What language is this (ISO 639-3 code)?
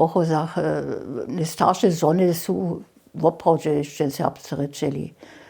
hsb